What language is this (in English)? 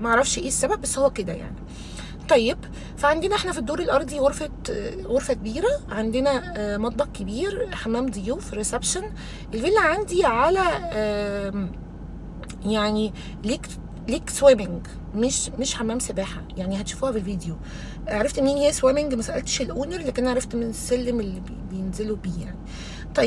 Egyptian Arabic